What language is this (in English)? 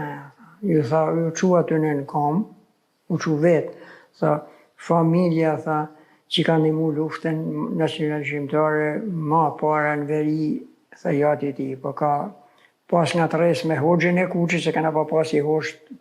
Albanian